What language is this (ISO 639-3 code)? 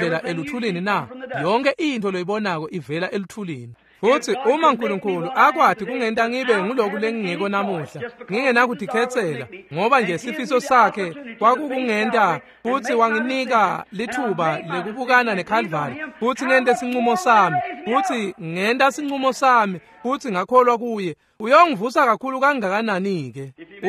ssw